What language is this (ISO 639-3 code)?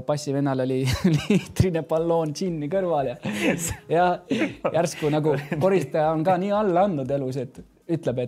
est